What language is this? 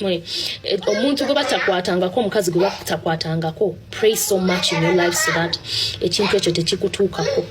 Ganda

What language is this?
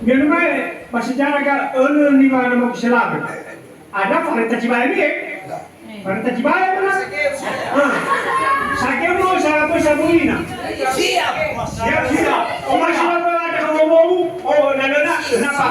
Nias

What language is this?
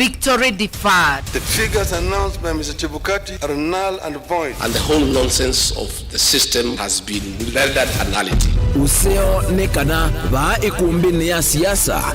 Kamba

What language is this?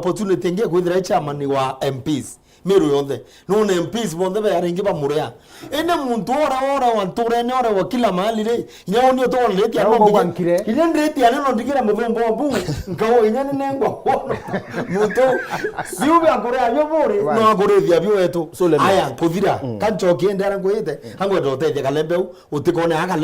Meru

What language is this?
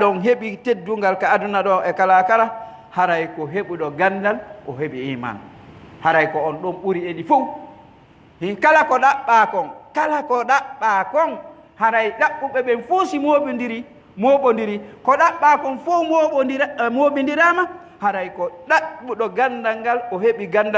Pular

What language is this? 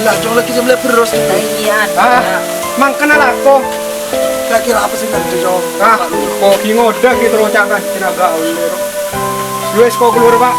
Madurese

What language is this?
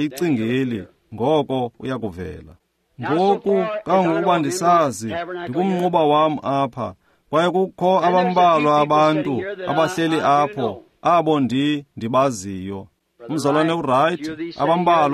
Xhosa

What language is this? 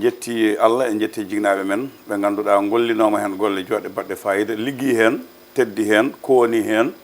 Fula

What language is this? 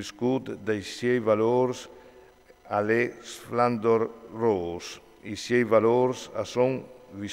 Friulian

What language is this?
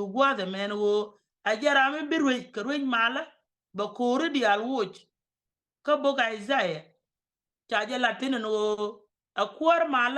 Nuer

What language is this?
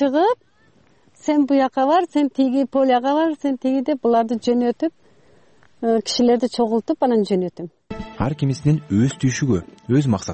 Kyrgyz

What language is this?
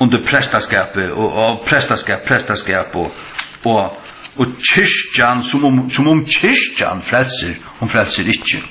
Faroese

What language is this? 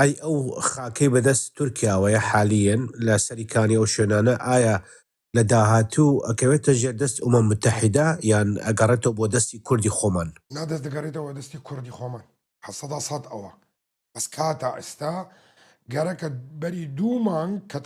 Kurdish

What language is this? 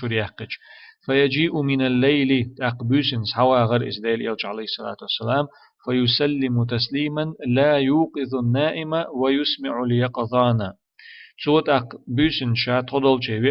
Chechen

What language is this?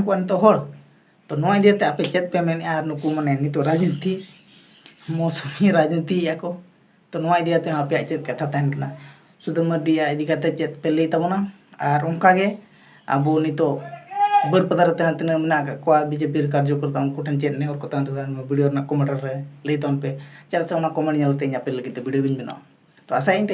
Santali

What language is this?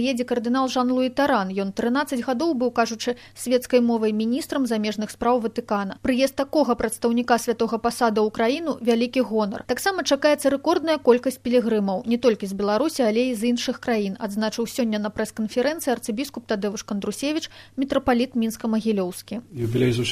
Belarusian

